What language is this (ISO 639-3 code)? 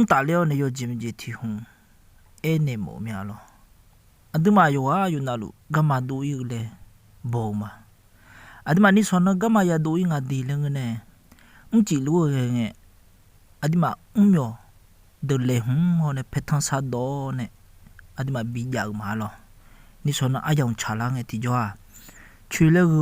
ahk